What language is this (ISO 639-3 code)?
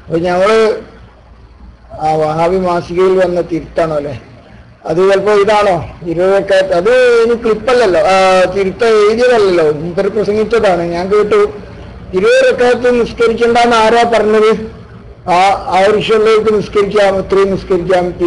mal